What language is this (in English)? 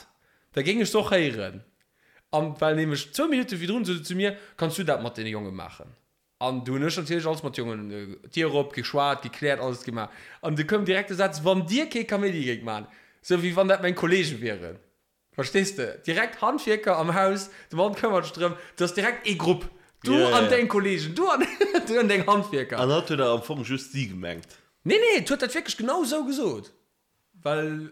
Luxembourgish